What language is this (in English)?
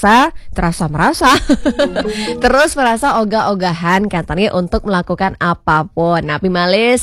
Balinese